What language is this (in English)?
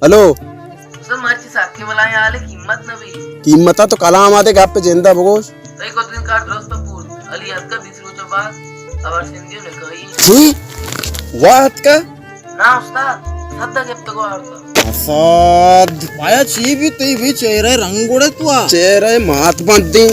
Baluchi